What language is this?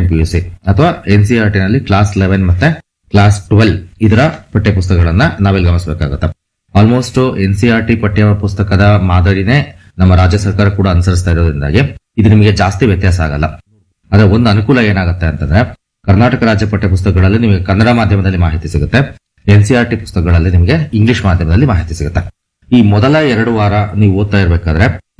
Kannada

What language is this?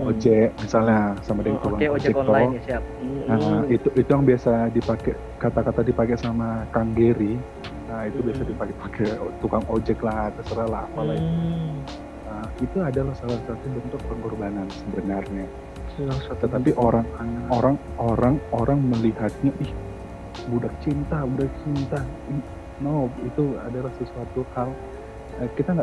Manado Malay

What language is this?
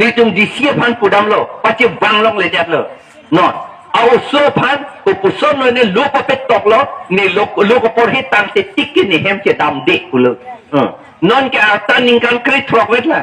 Karbi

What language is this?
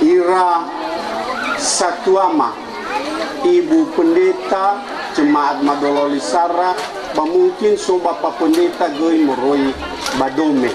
Nias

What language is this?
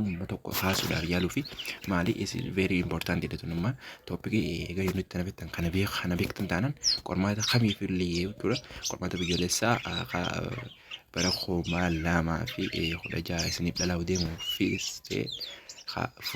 Oromo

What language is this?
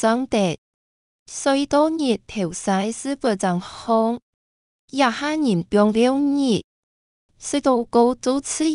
Hakka Chinese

